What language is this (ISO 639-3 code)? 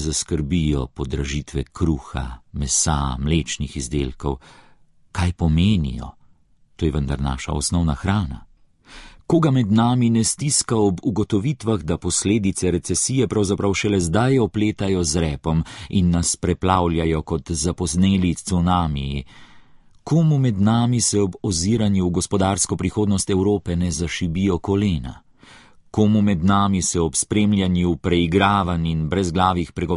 slv